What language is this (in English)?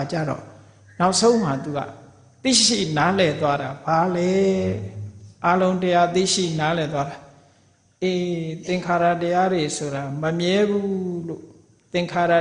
Burmese